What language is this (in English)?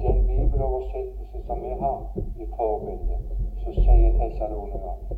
Norwegian